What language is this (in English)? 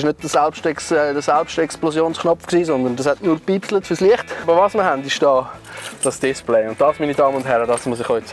Swiss German